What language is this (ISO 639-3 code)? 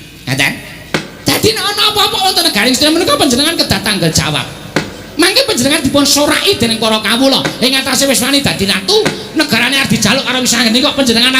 jav